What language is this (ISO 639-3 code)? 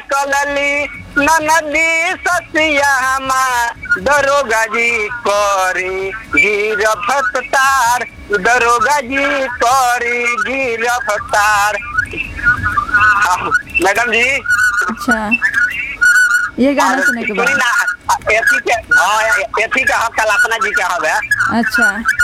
bho